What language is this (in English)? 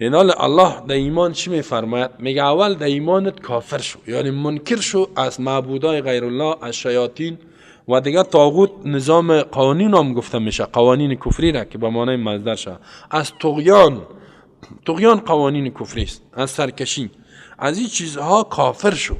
Persian